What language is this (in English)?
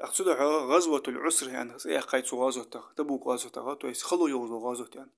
Ingush